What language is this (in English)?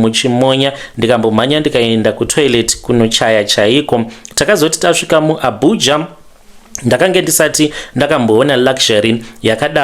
Shona